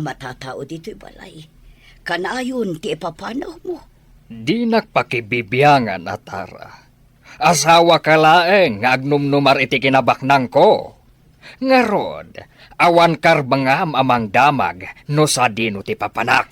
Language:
Iloko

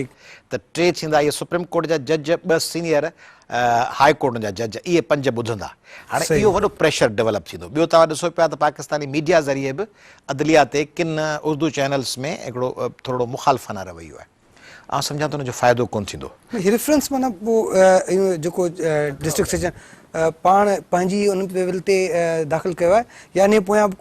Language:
Sindhi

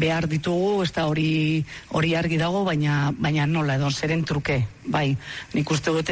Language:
Basque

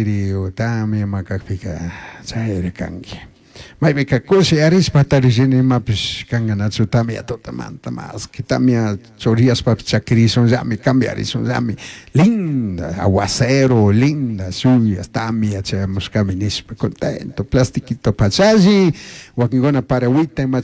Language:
Chimborazo Highland Quichua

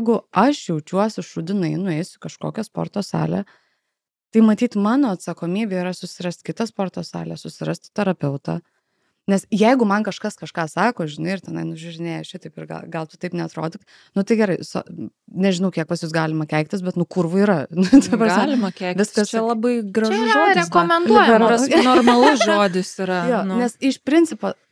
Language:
Lithuanian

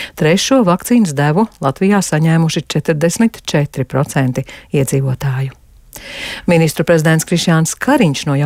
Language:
Latvian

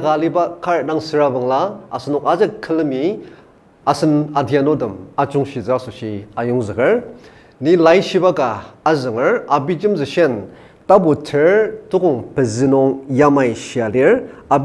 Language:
Ao Naga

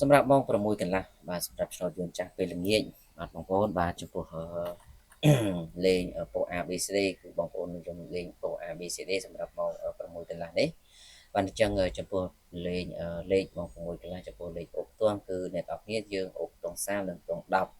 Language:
Khmer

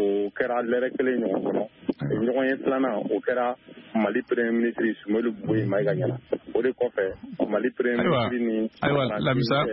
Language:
Bambara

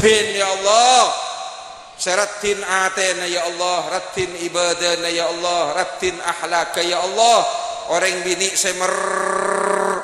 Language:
Madurese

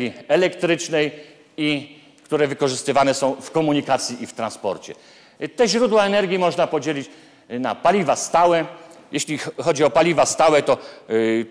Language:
Polish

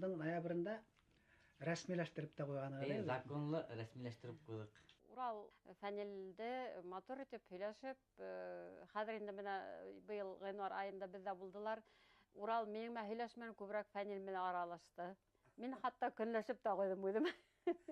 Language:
Bashkir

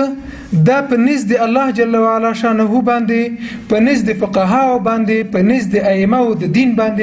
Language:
Pashto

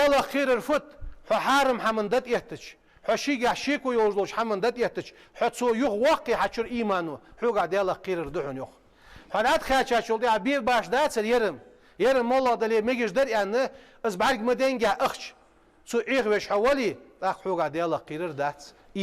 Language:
Ingush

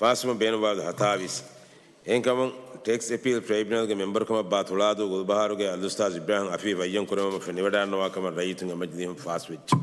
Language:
Divehi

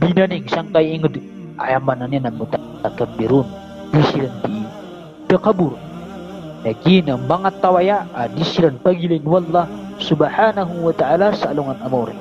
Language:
Maranao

